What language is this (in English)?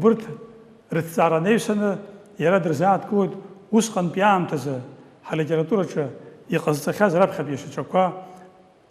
Abkhazian